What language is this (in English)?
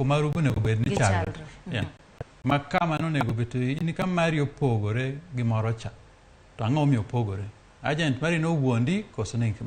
Luo (Kenya and Tanzania)